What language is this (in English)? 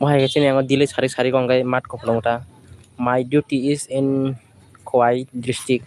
Kok Borok